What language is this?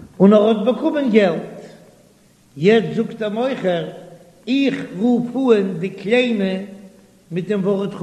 Yiddish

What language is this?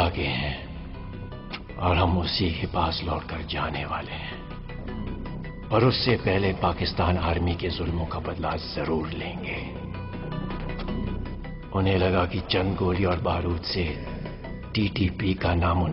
Hindi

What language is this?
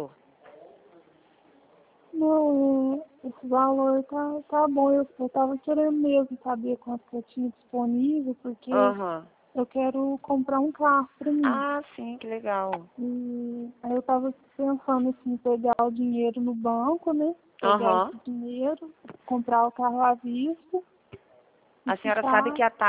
Portuguese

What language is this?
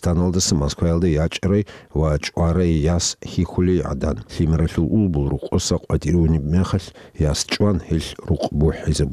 Avaric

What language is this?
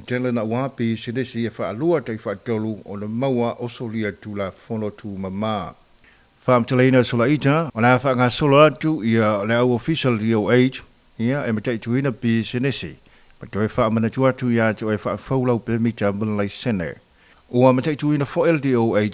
Samoan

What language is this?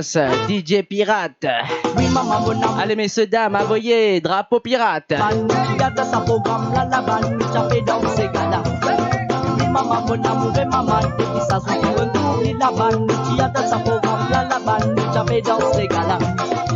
Morisyen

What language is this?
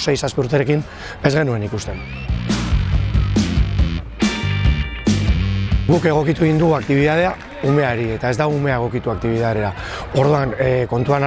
Basque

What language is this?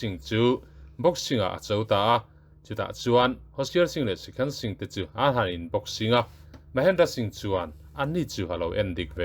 Mizo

